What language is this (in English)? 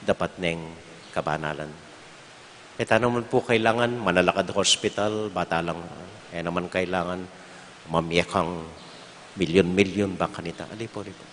Pampanga